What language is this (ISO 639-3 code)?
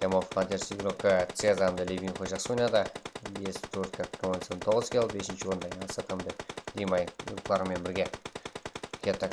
kaa